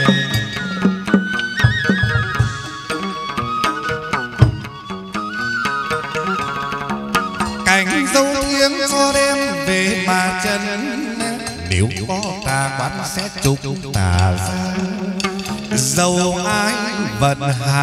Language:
Vietnamese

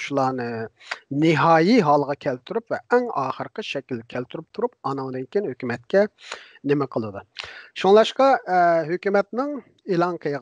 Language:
Uyghur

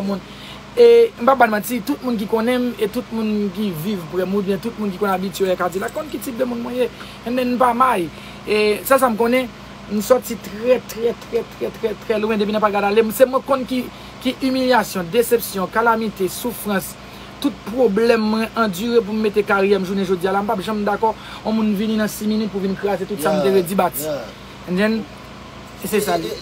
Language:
Haitian Creole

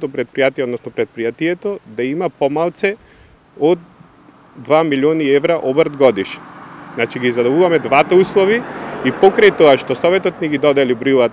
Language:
Macedonian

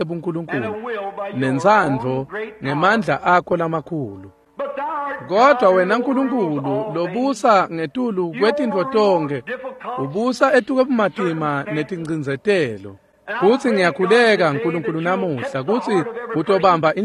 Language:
Swati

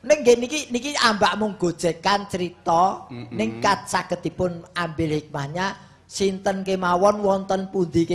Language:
Javanese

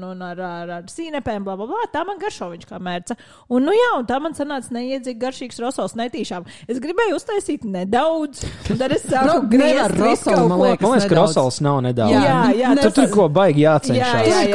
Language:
Latvian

